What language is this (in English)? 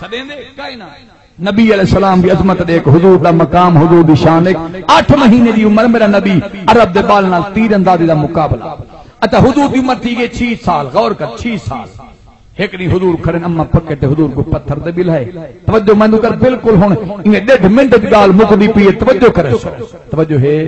Saraiki